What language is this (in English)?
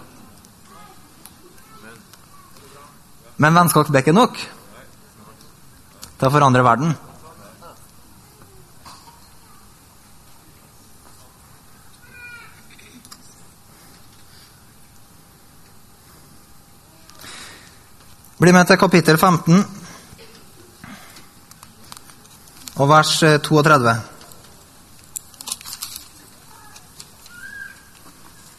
Norwegian